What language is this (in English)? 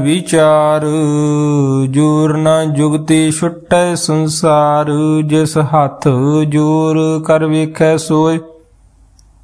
Punjabi